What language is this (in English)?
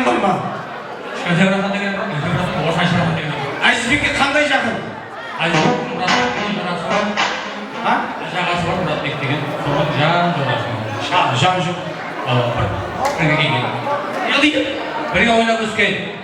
Kara-Kalpak